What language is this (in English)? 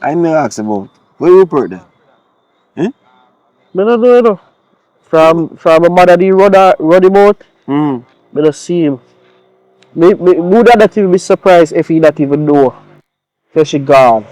Jamaican Creole English